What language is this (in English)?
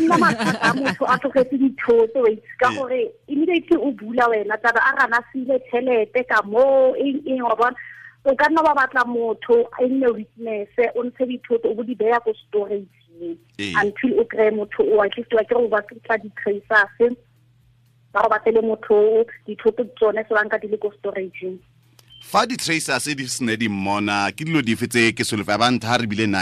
Tswana